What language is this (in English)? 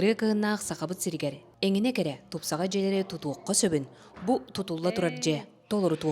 Yakut